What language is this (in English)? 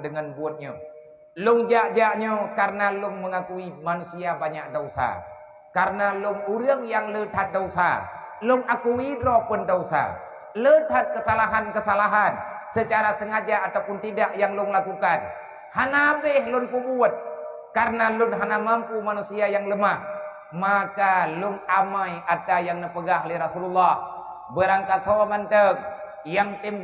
Achinese